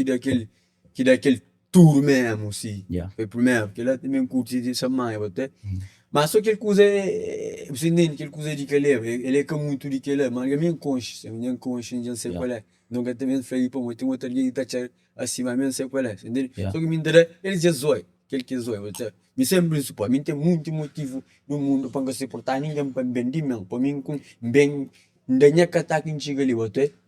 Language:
Kabuverdianu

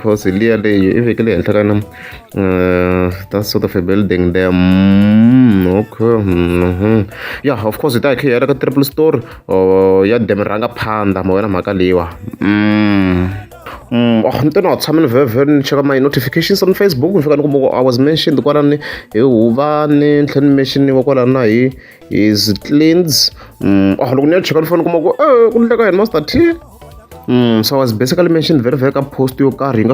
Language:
Tsonga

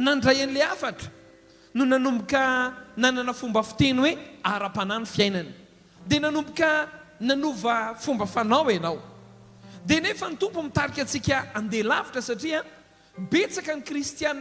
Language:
Malagasy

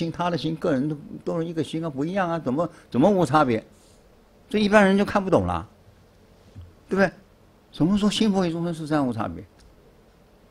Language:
Chinese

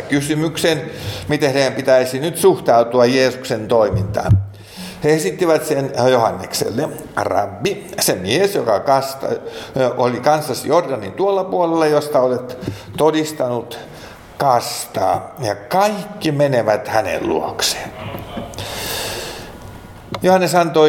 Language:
Finnish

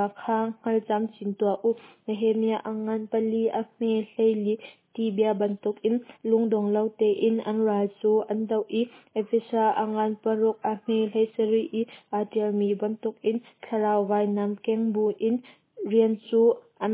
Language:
Hakha Chin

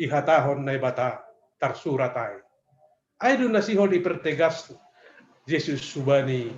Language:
Batak Simalungun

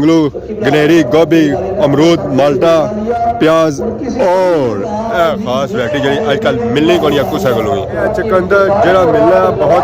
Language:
Pahari-Potwari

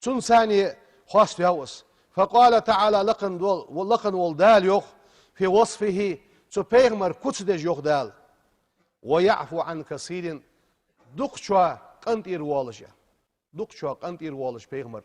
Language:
Ingush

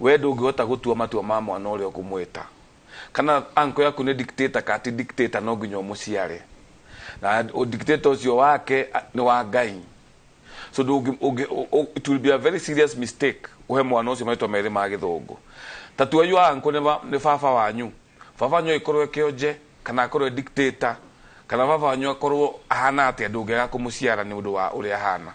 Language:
Kikuyu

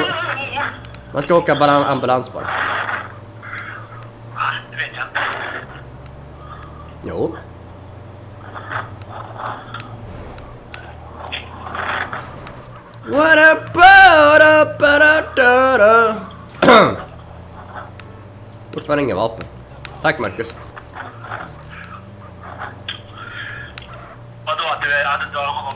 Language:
Swedish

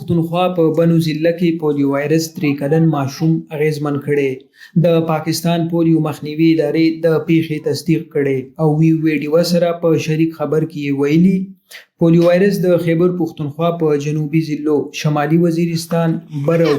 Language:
Pashto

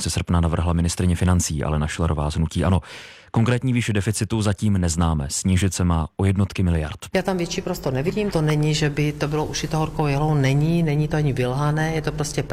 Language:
Czech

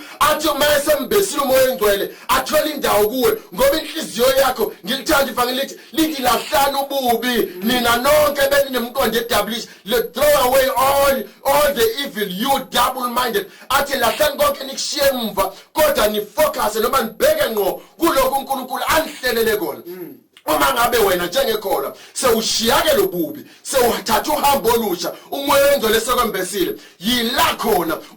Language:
Zulu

